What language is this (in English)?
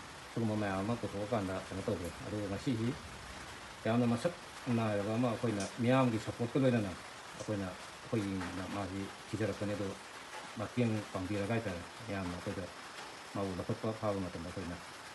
Manipuri